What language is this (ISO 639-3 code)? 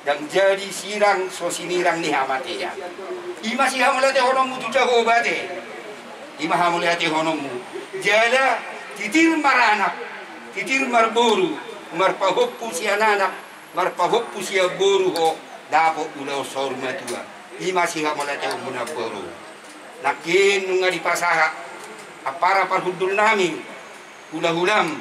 bbc